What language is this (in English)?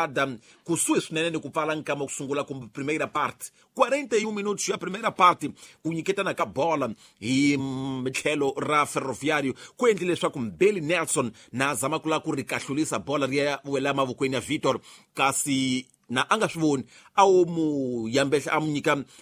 Tsonga